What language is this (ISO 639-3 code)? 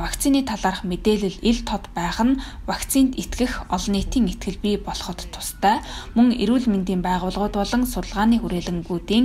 mon